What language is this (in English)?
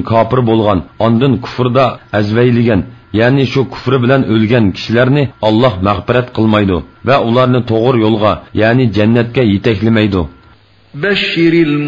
Uyghur